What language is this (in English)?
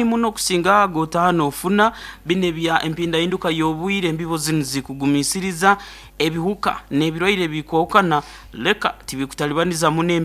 Nyankole